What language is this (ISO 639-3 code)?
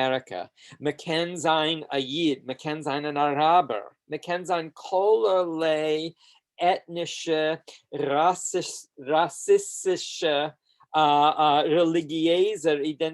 yid